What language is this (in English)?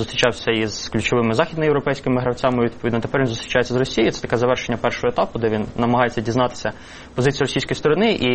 Ukrainian